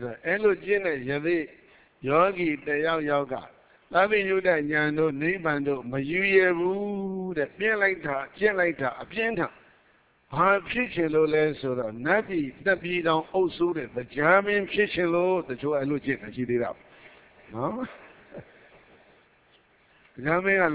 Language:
Burmese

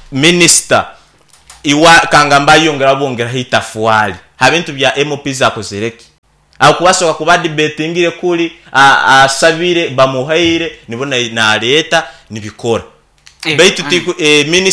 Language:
Nyankole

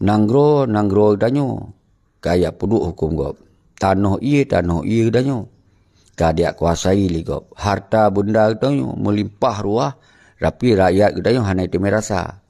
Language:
Achinese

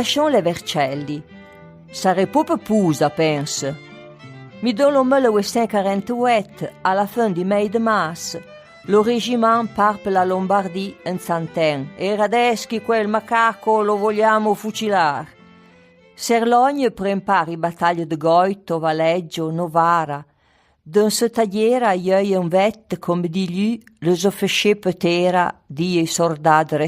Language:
Arpitan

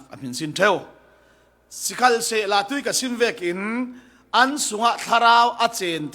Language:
Falam Chin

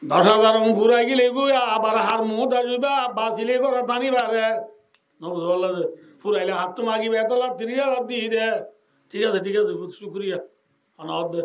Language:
Rohingya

